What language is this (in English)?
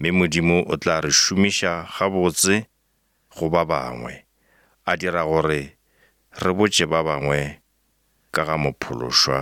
Northern Sotho